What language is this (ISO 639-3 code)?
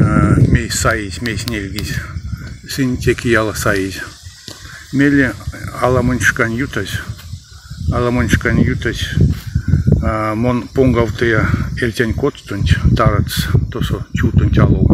myv